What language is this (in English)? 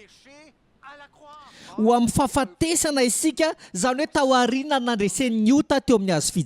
Malagasy